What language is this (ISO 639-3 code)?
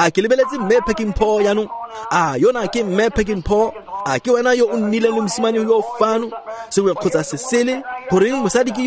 tsn